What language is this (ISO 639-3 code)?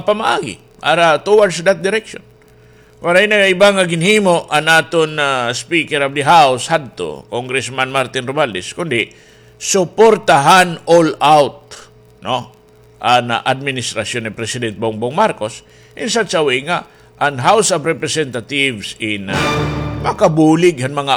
war